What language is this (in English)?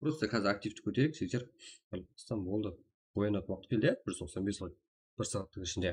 Kara-Kalpak